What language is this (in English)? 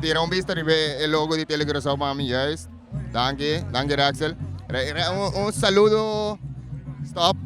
Papiamento